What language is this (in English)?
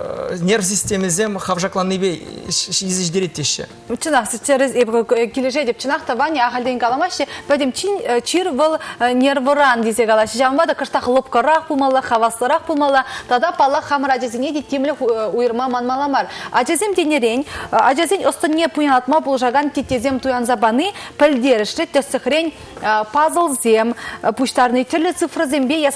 Chuvash